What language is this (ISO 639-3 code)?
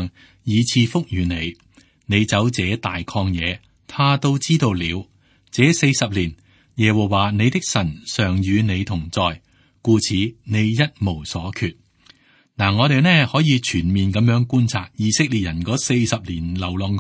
yue